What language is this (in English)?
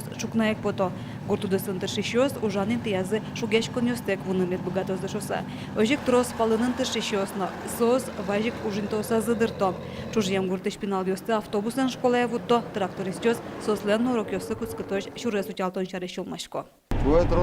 Udmurt